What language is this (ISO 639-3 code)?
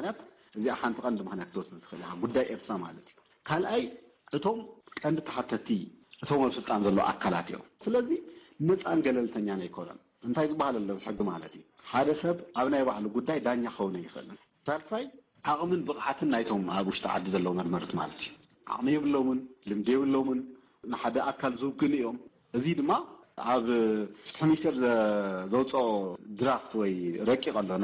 tir